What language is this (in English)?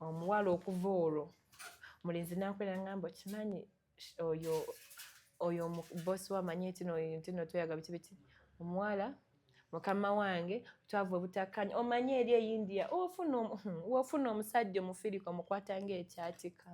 Ganda